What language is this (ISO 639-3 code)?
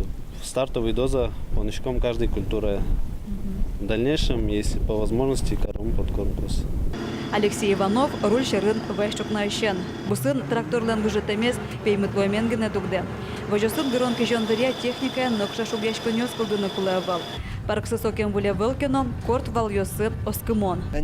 udm